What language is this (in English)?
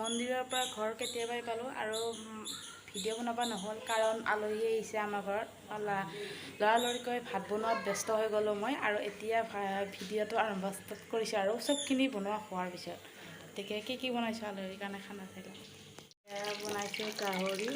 Assamese